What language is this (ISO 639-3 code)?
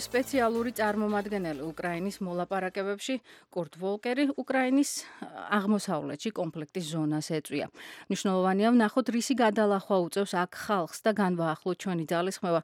kat